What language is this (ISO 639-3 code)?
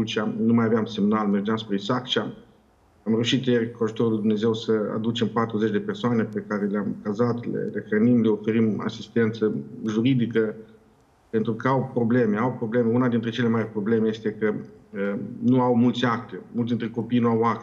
ron